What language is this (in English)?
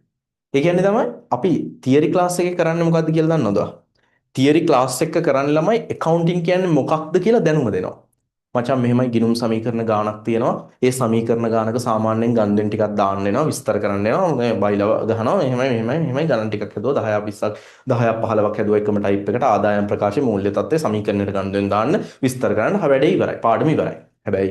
Sinhala